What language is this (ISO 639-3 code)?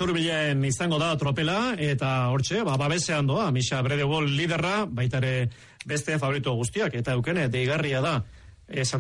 eus